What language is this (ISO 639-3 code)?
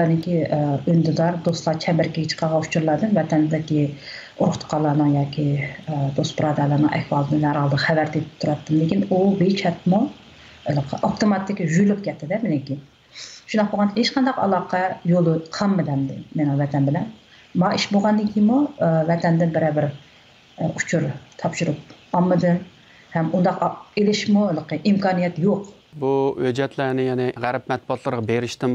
uig